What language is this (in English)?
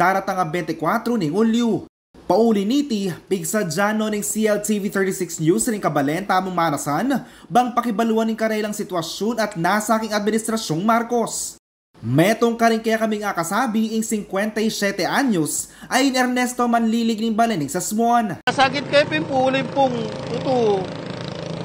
Pampanga